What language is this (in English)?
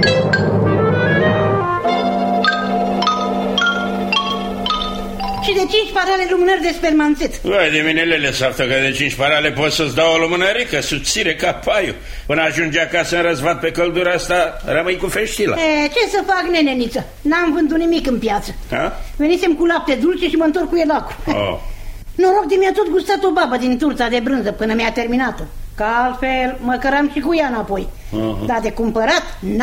Romanian